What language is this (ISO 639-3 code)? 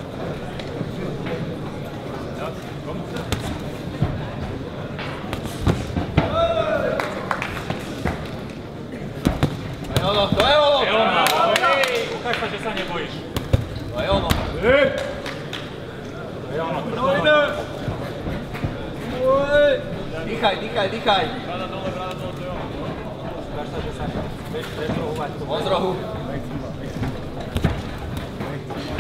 slk